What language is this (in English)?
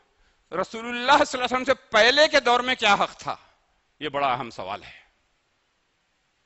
Urdu